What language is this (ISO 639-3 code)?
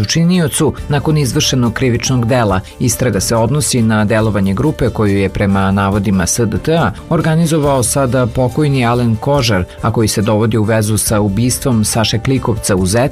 srp